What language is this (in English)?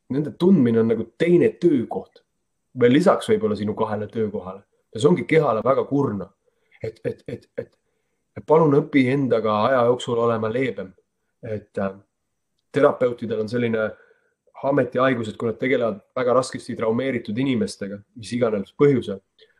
Estonian